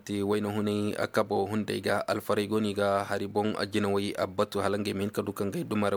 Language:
Koyraboro Senni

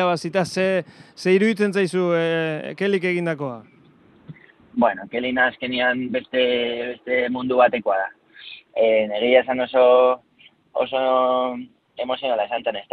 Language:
Basque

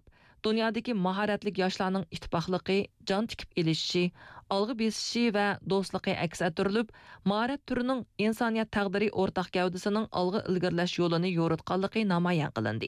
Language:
Uyghur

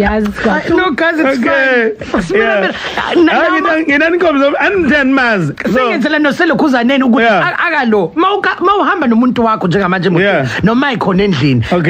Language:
Zulu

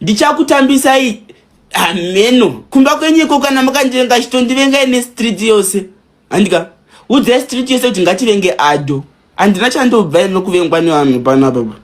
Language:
Shona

